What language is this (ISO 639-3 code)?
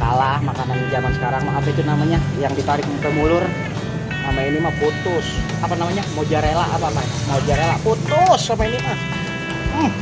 bew